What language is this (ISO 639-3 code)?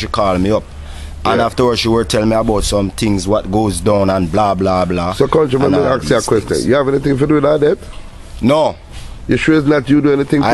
jam